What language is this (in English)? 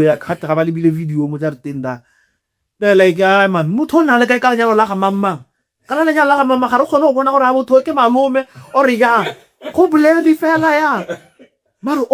Tswana